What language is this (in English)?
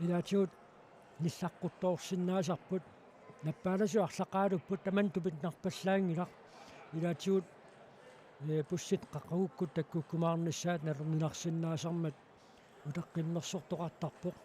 Kalaallisut